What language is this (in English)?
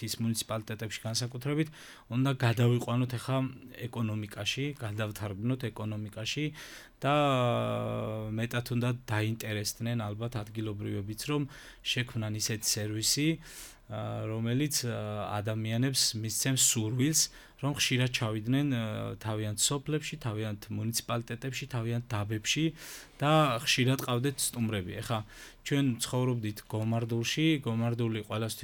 Georgian